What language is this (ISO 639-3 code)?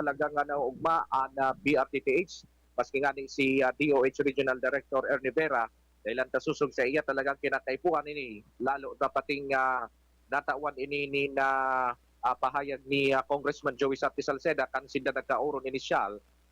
bik